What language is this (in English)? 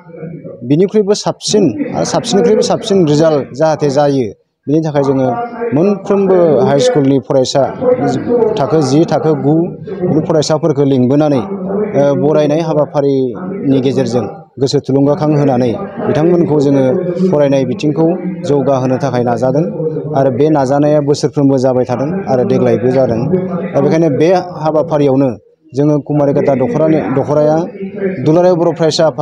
Bodo